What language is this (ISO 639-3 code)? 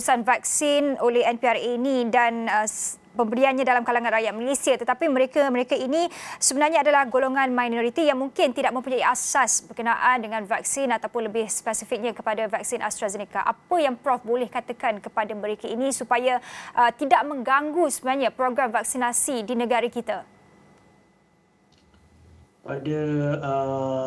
msa